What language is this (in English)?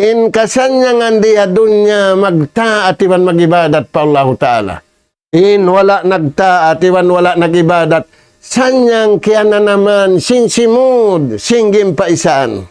Tausug